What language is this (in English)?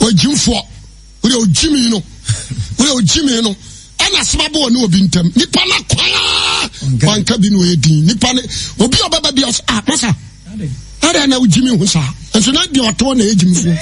Akan